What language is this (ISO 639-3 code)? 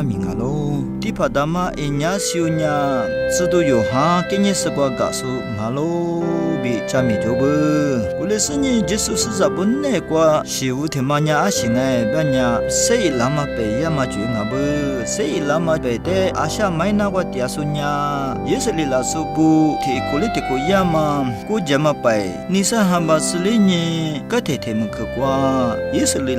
lis